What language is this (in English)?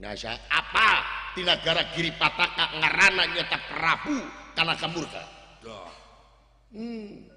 Sundanese